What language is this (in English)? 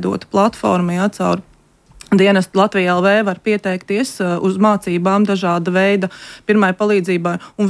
Latvian